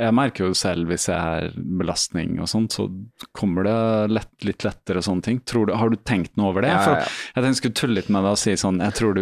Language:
Norwegian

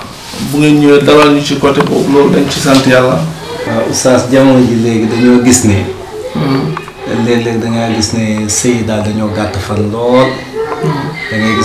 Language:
Wolof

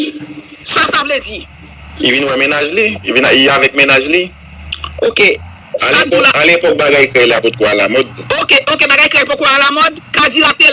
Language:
Haitian Creole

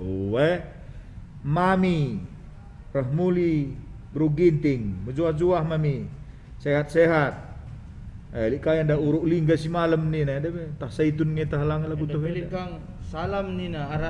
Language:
Batak Karo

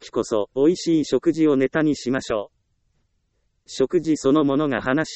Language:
Japanese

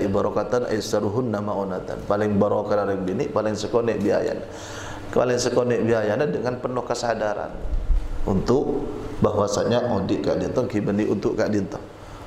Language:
Madurese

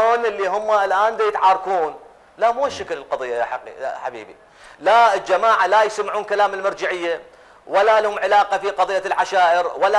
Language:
Mesopotamian Arabic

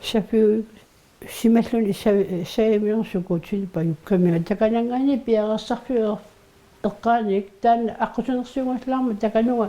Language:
Kalaallisut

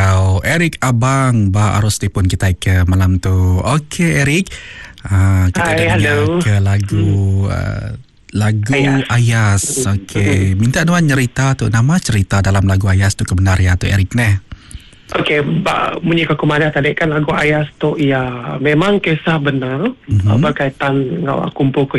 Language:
Iban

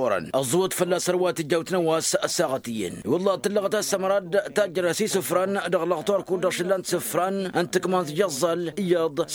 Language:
Tamasheq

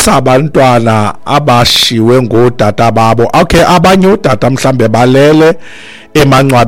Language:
Xhosa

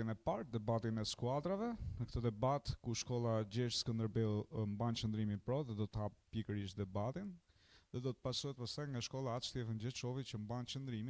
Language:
Albanian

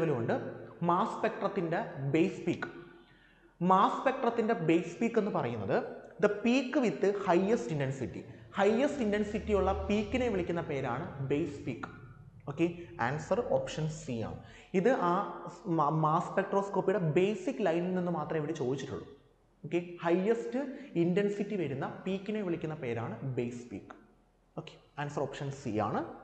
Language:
Malayalam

